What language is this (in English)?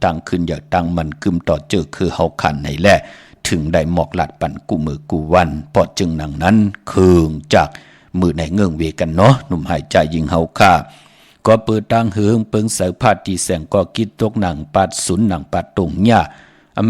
Shan